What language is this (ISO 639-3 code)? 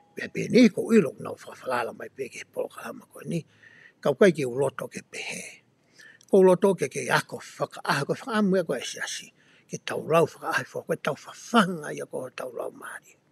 ton